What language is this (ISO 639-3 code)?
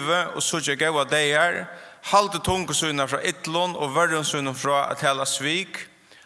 fao